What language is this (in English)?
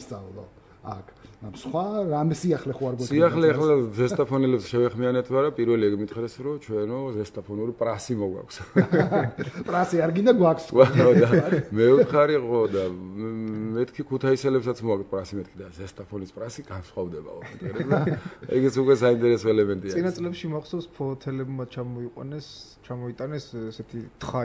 Georgian